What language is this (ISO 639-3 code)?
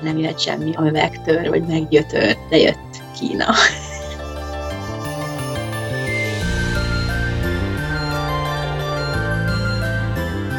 hun